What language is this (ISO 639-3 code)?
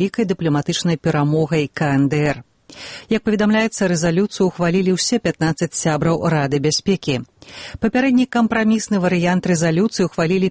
bel